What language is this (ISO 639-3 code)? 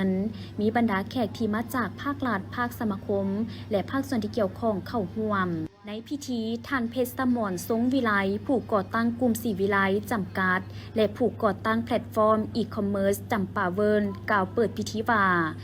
lao